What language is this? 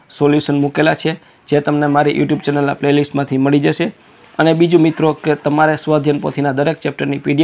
Gujarati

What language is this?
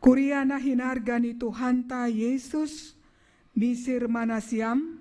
Batak Simalungun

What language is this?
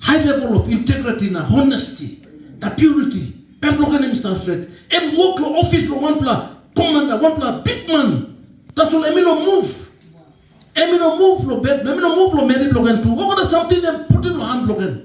Tok Pisin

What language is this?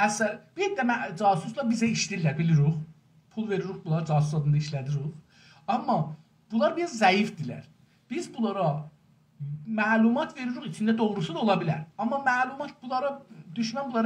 South Azerbaijani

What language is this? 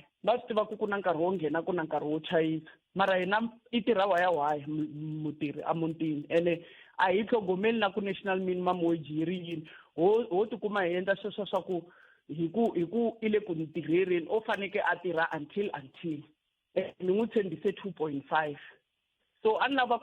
Tsonga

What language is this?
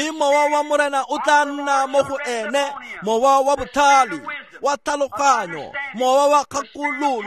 Tswana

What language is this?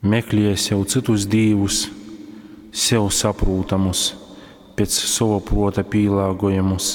Latgalian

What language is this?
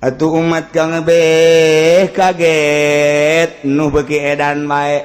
Sundanese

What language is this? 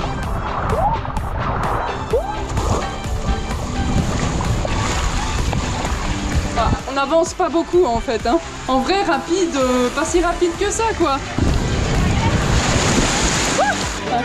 French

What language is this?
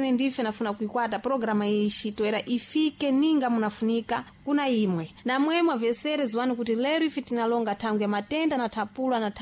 Sena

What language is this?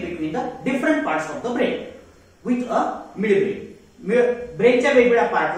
Marathi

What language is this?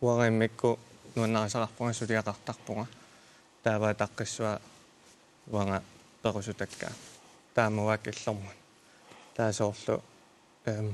Kalaallisut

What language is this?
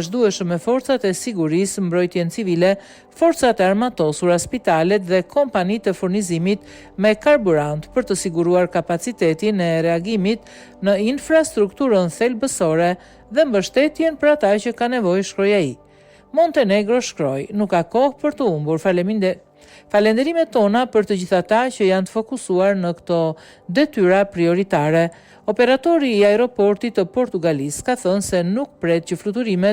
Albanian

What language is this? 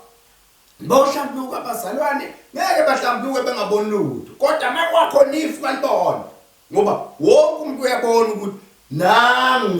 Zulu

